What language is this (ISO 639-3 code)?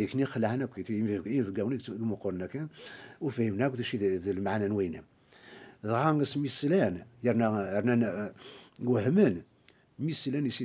kab